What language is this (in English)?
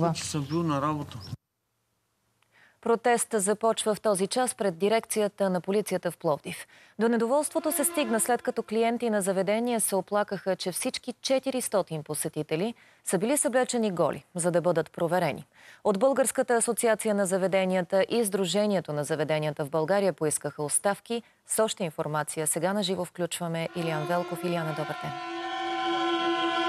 Bulgarian